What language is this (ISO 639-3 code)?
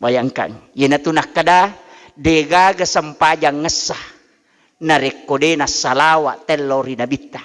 bug